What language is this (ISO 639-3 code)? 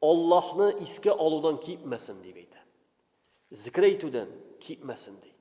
tat